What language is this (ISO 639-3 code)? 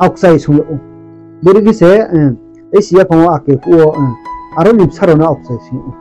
ria